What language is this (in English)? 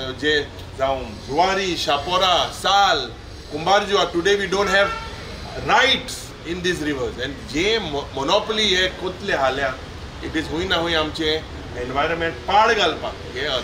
Konkani